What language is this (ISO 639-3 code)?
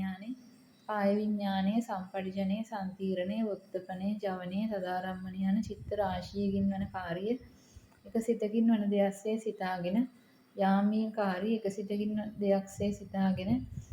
sin